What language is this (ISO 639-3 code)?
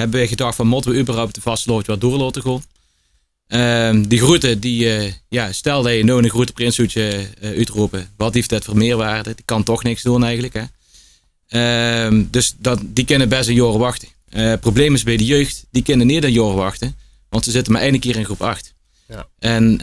lim